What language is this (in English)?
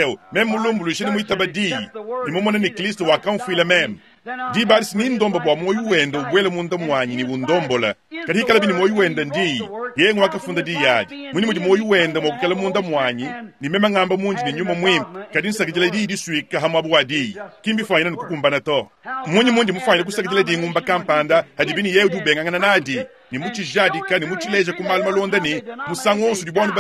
Luba-Lulua